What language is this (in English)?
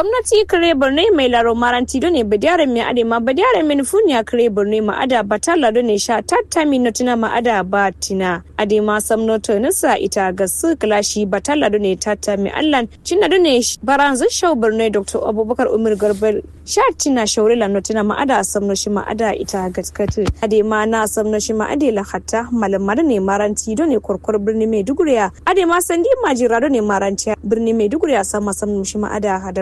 Kanuri